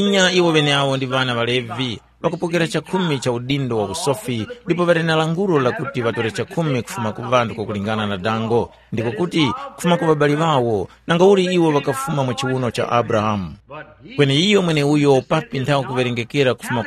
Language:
Tumbuka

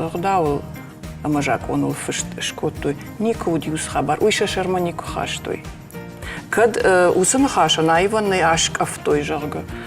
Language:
Ossetic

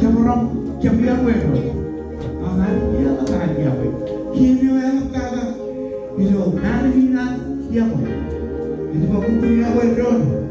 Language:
Marshallese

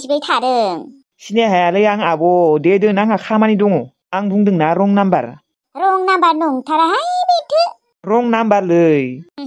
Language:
Bodo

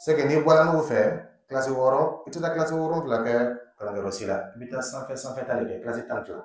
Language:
Dyula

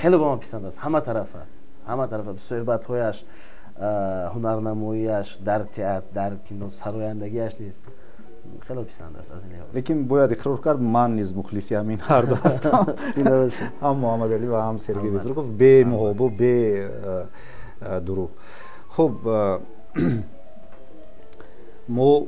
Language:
Tajik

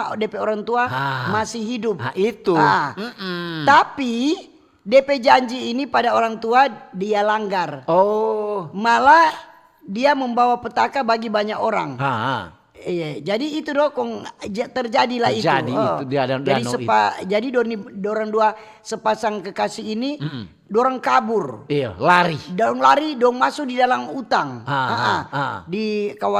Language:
Manado Malay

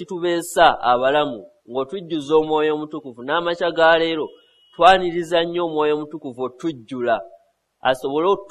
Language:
Ganda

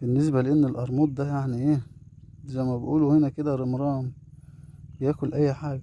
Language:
Egyptian Arabic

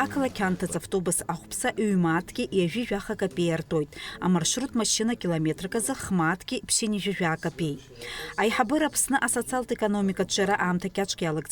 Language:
Abkhazian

